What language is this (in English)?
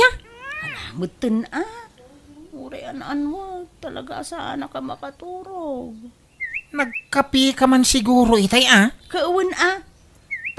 Iloko